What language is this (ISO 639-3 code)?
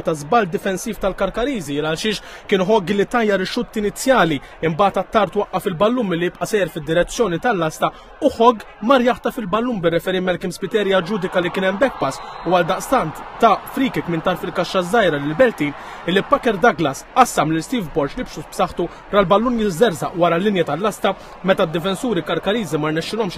mlt